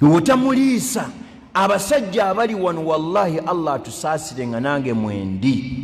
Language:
Ganda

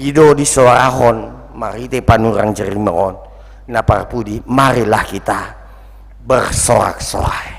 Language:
Batak Toba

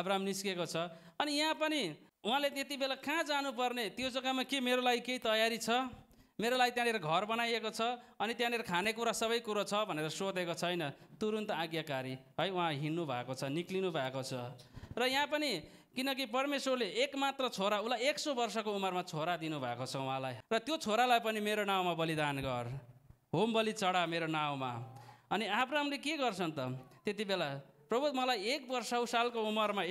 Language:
Nepali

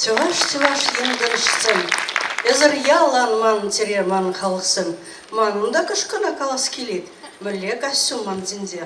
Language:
Chuvash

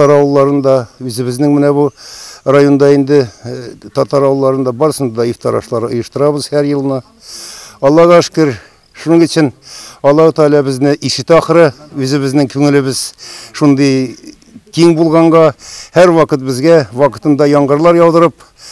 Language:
Tatar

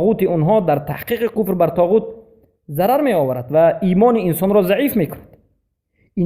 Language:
Persian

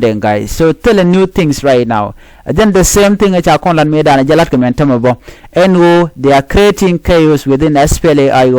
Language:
Nuer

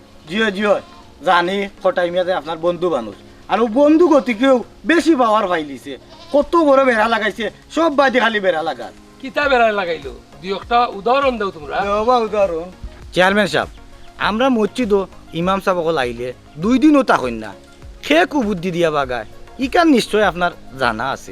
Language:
Sylheti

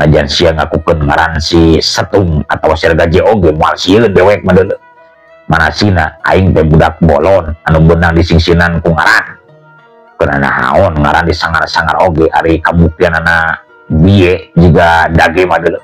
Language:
Sundanese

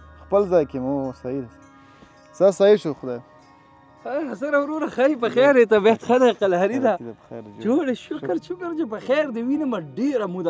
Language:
Pashto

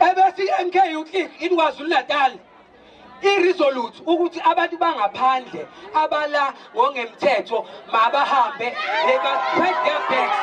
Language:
Zulu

